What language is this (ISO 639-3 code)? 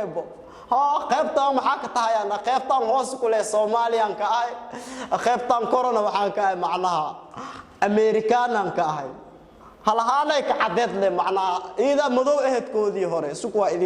som